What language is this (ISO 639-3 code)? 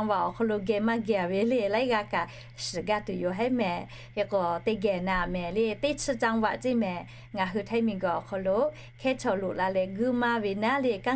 lhu